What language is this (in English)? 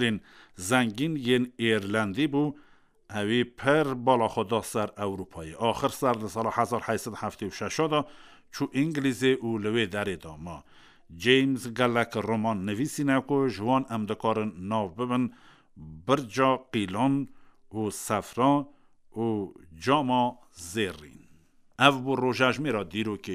Kurdish